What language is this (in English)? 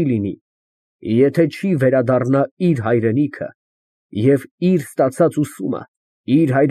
Armenian